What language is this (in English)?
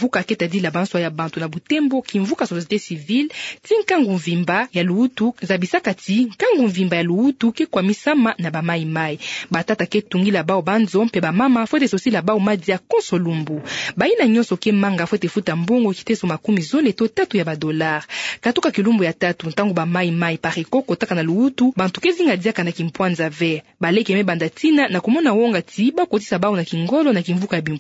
Kituba (Democratic Republic of Congo)